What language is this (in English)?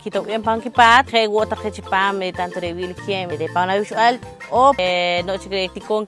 Poqomchi'